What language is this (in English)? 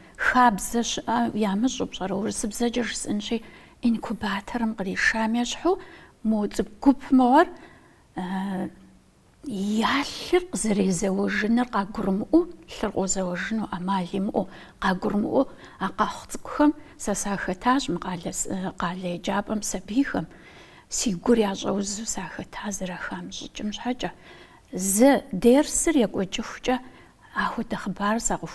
Kabardian